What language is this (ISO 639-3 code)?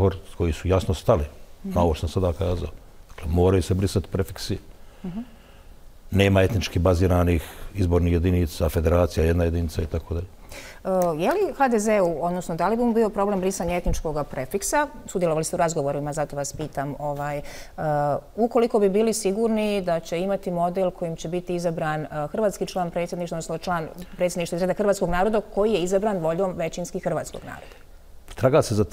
bos